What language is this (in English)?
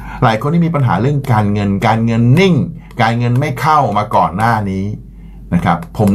Thai